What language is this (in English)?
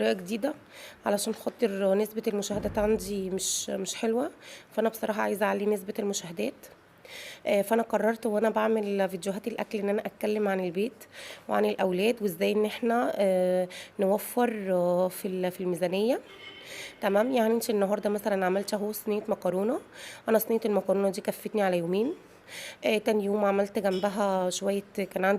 Egyptian Arabic